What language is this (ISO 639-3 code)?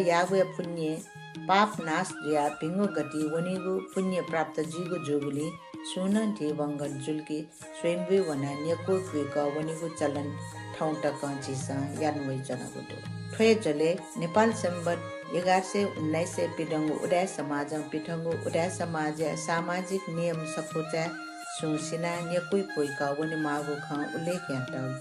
new